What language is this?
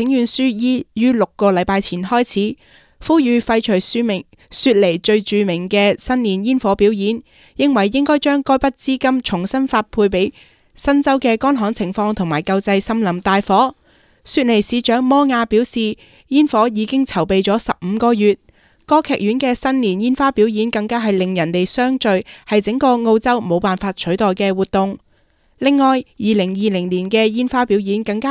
Cantonese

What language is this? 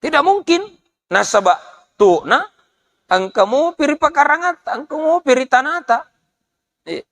Buginese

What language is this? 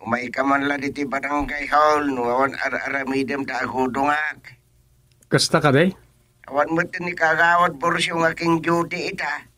Iloko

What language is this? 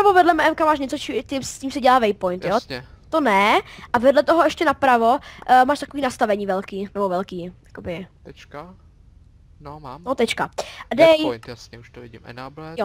Czech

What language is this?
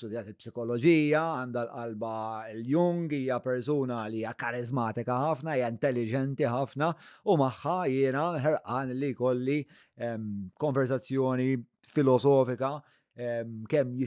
Maltese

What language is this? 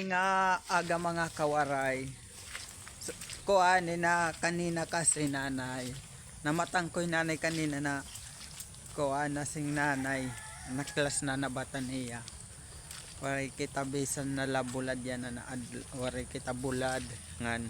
Waray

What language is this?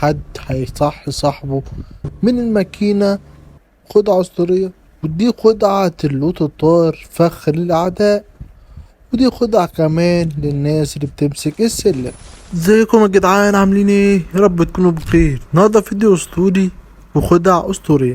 Egyptian Arabic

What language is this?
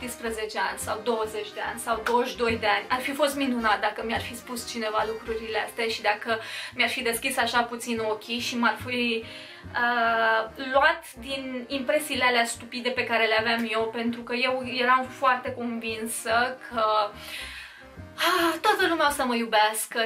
Romanian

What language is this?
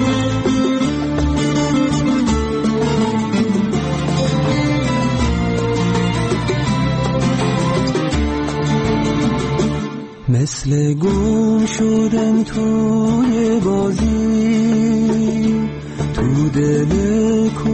Persian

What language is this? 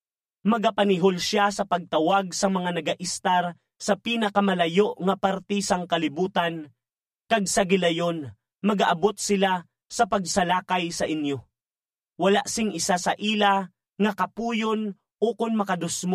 Hiligaynon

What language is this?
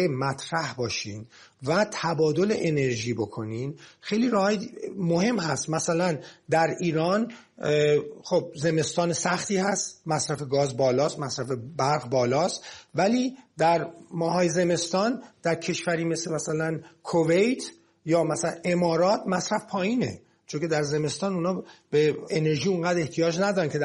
Persian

